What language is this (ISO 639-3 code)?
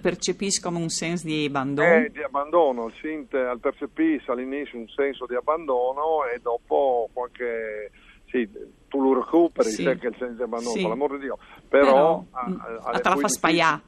fur